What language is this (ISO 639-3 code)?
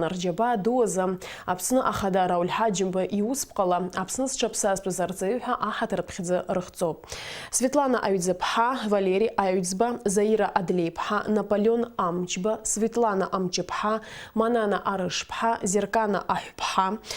abk